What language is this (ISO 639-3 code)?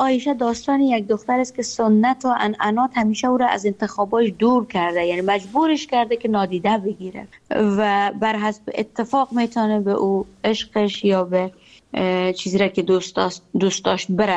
fas